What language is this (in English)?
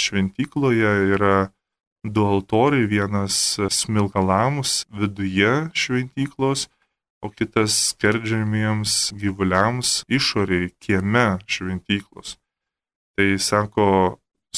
Lithuanian